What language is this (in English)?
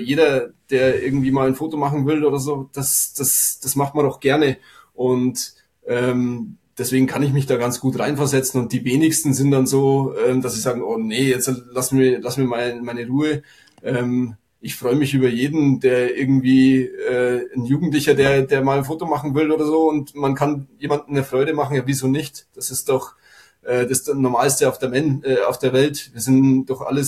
German